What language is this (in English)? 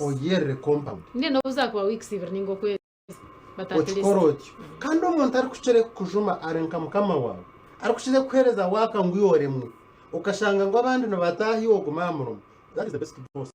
Nyankole